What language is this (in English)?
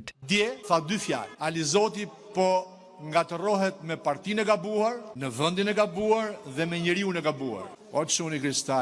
Albanian